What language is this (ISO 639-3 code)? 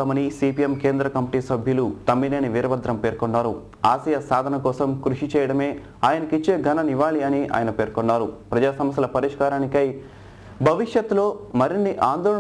tel